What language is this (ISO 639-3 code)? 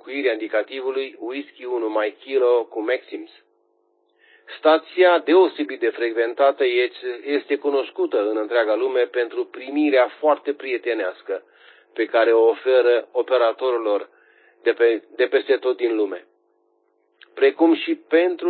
ron